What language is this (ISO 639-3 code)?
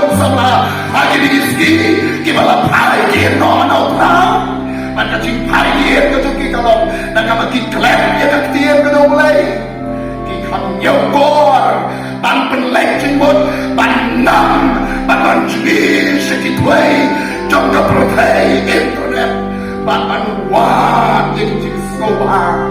kha